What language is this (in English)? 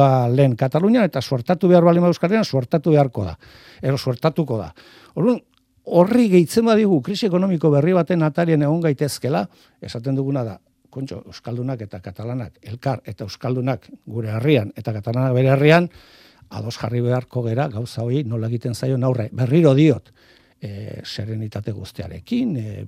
Basque